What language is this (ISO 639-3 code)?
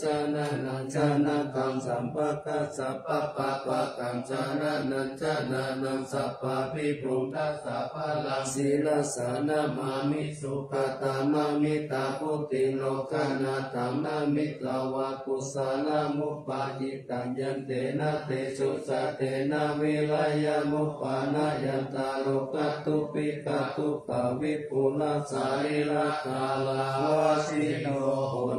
pli